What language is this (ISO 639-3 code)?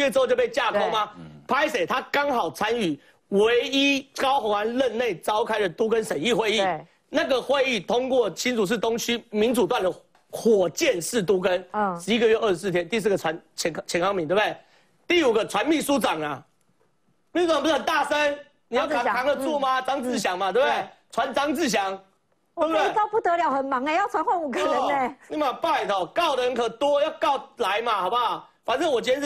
zho